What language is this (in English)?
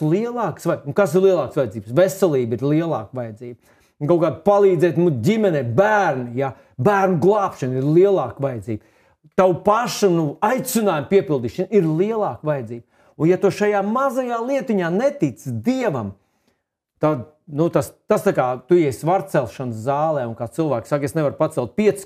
Latvian